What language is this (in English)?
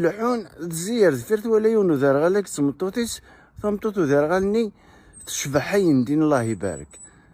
Kabyle